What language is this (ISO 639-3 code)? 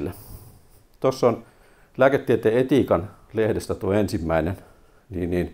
fin